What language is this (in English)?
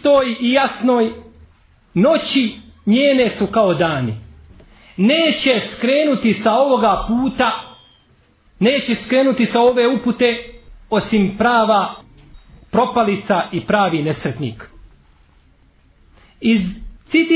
Bosnian